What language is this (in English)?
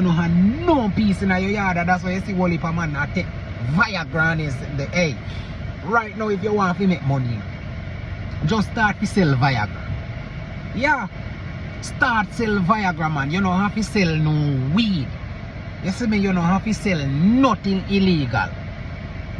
Jamaican Creole English